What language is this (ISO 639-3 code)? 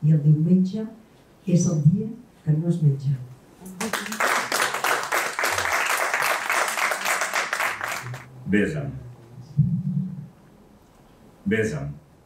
cat